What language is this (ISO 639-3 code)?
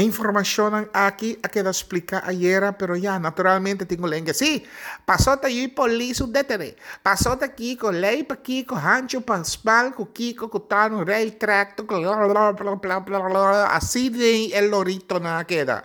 pap